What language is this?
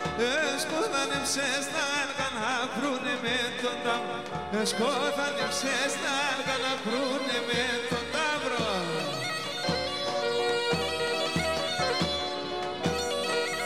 Greek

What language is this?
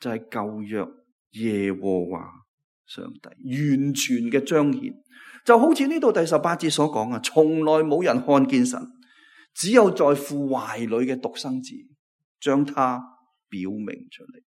Cantonese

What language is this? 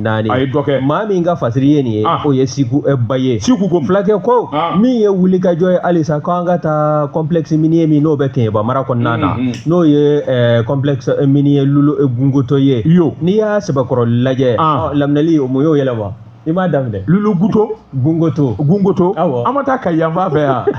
Bambara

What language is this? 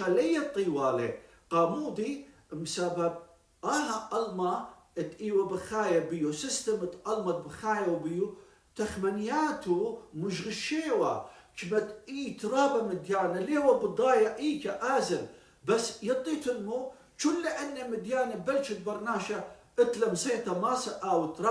Assyrian Neo-Aramaic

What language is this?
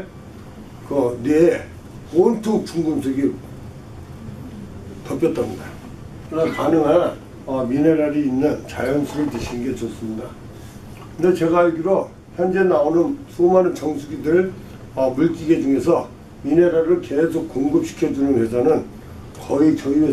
Korean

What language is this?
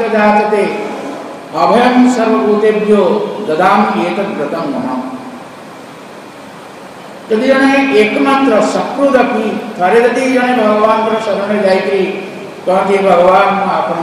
Odia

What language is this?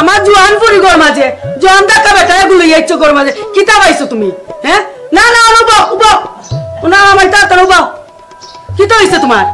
Sylheti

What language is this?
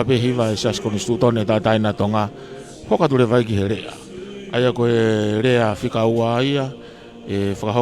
Tongan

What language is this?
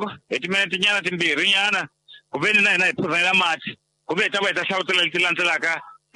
Tsonga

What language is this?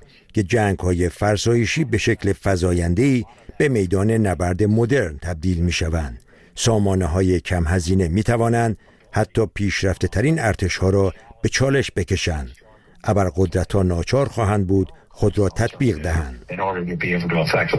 Persian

